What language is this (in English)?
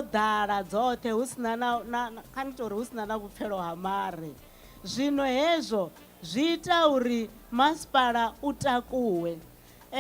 Venda